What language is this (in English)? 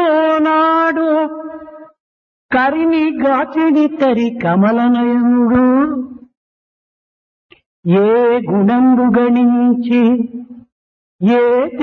Telugu